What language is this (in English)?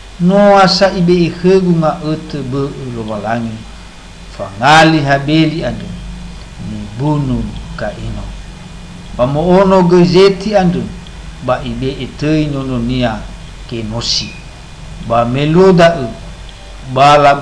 Nias